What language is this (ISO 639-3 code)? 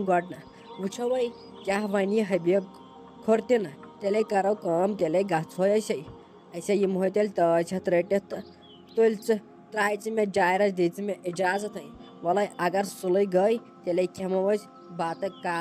kas